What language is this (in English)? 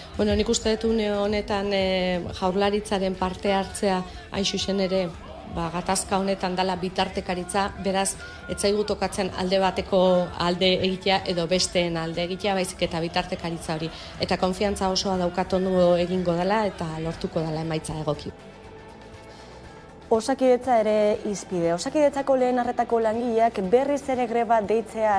Basque